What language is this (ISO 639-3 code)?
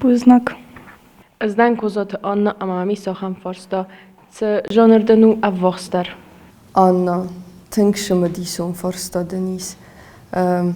oss